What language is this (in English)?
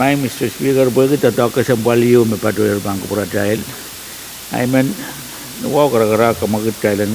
Pohnpeian